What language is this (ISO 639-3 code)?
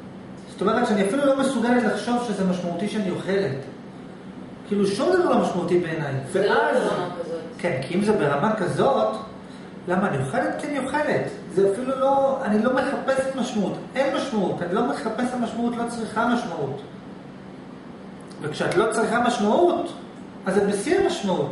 heb